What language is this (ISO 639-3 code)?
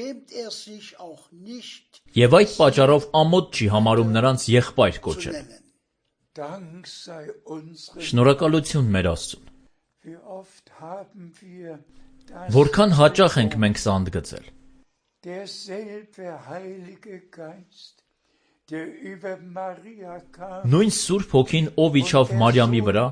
hye